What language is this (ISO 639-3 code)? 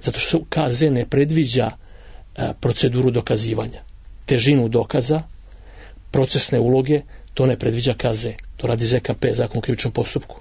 srp